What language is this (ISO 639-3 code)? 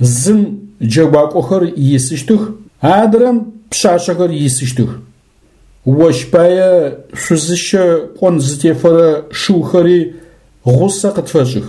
ady